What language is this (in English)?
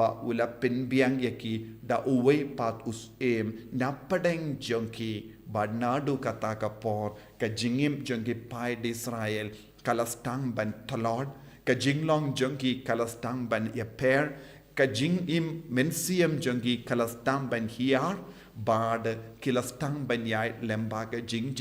Khasi